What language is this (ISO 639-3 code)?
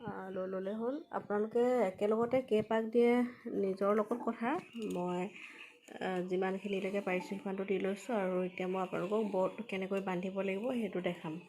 asm